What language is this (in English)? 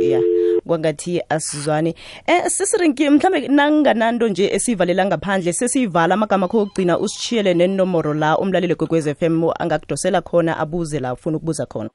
South Ndebele